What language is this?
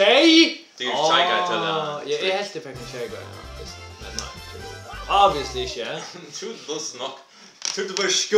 Faroese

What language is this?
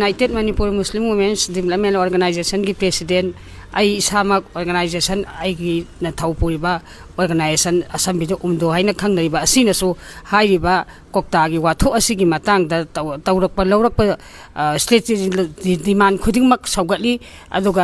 Manipuri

